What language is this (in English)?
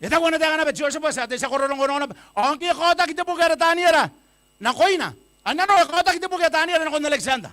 Gilbertese